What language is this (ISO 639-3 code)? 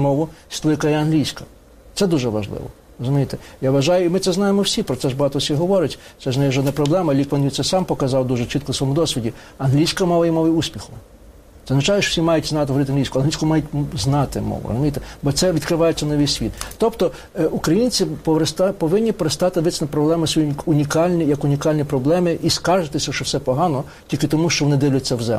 ukr